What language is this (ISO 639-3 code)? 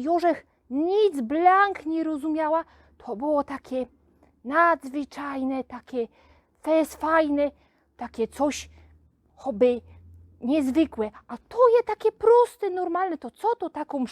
szl